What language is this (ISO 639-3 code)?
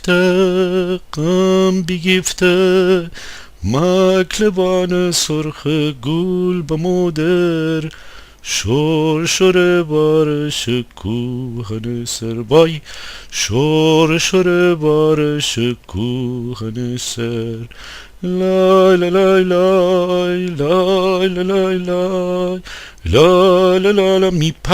glk